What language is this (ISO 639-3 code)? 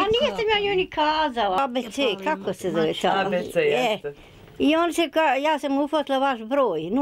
bos